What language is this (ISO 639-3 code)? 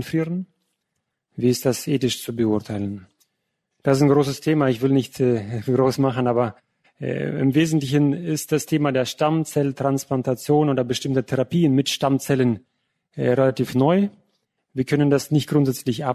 deu